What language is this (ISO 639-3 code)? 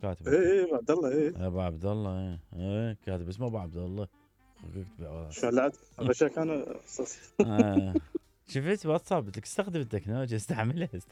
acm